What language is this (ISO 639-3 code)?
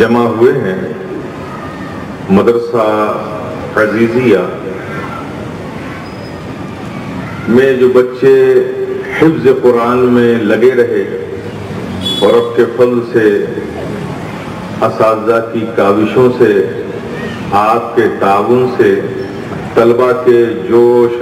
urd